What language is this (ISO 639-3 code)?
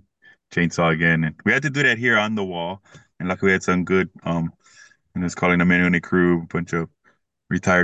eng